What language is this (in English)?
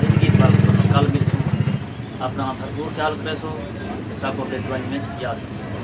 Saraiki